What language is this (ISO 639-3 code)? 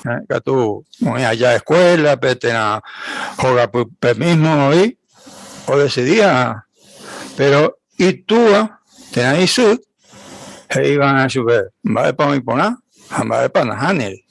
grn